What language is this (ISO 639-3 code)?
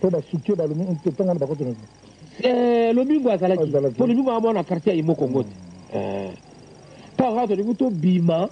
lin